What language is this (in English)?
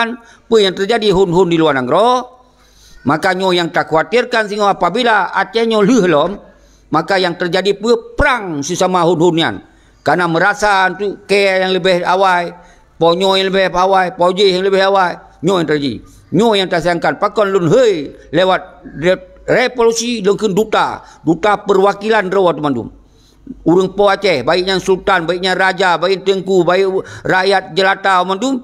Achinese